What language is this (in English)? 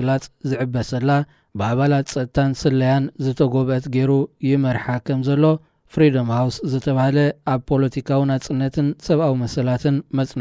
Tigrinya